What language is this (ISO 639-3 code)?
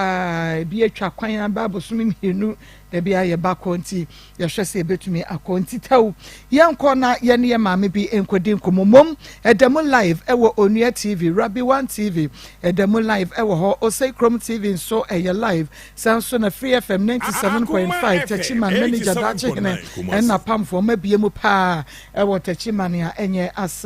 aka